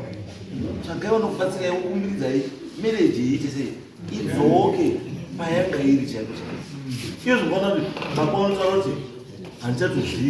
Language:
Shona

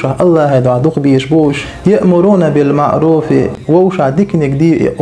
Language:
Chechen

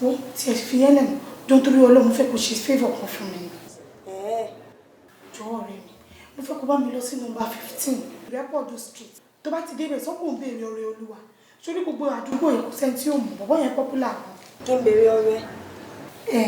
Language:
Yoruba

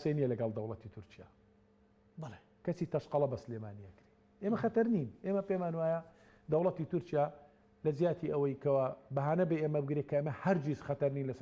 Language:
Central Kurdish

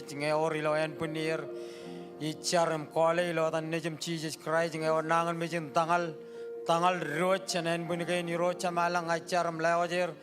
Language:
Marshallese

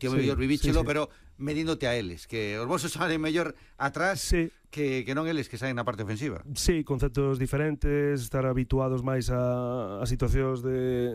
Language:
Galician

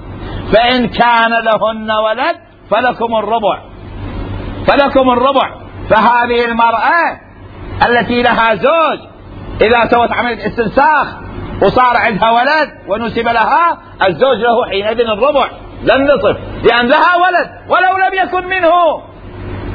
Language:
Mesopotamian Arabic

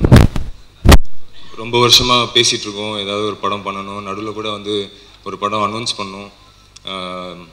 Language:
Tamil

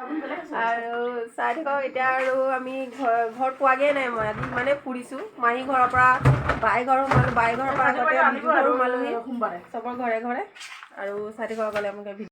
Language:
Assamese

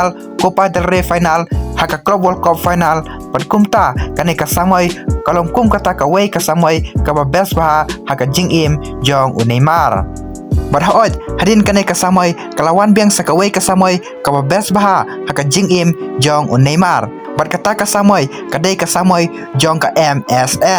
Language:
Khasi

